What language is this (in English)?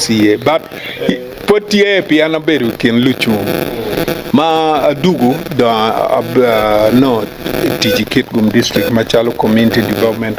Acoli